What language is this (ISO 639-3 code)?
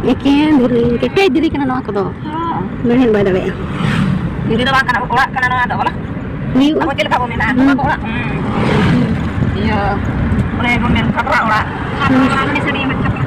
sat